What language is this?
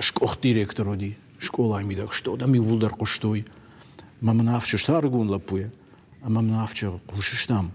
Ossetic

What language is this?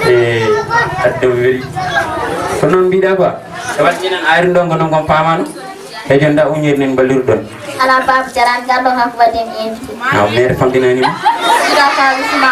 Fula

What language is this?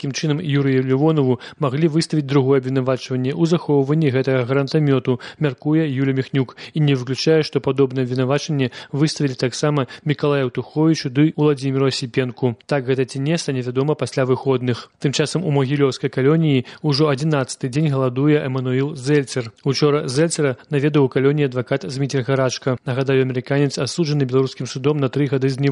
Belarusian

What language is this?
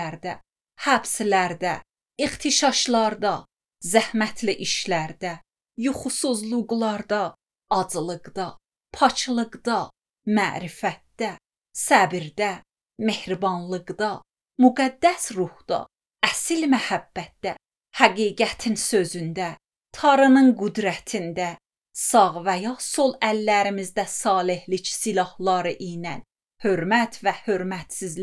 Azerbaijani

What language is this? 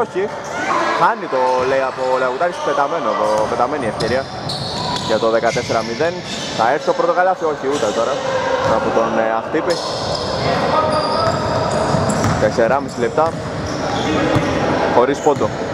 Greek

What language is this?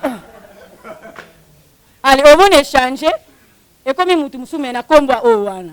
Lingala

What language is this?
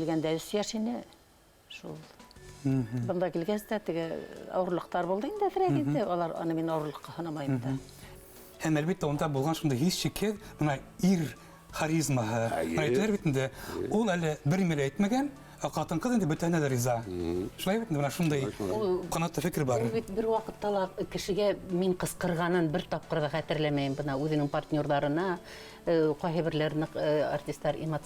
Bashkir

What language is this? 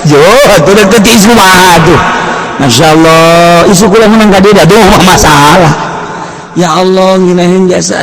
Sundanese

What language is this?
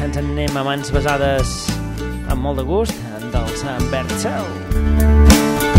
Catalan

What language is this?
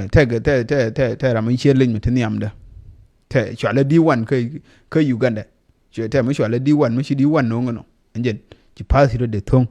Nuer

